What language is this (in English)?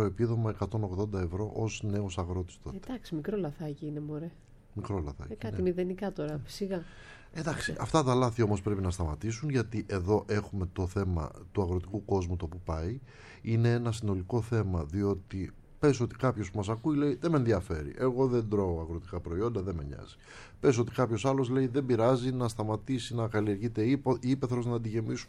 Greek